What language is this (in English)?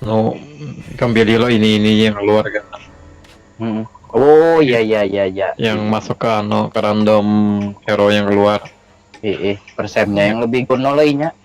Banjar